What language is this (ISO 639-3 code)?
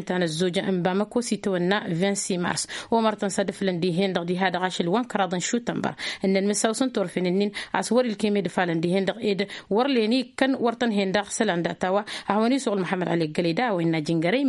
taq